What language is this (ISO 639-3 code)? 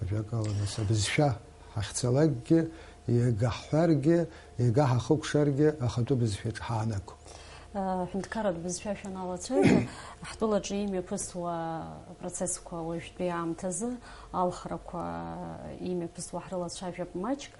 abk